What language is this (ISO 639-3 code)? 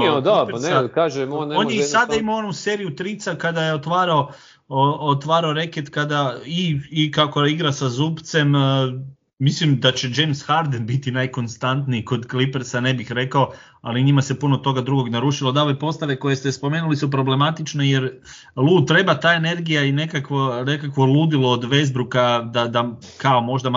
hrv